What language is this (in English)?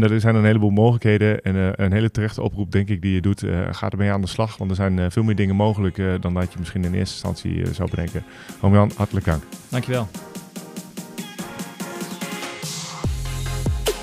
Dutch